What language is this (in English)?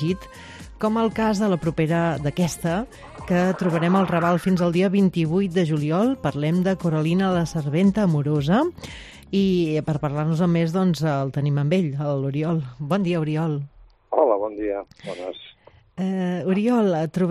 Catalan